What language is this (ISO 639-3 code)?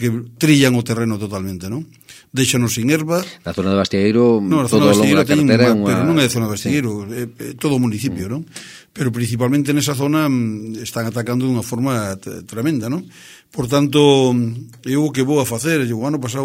glg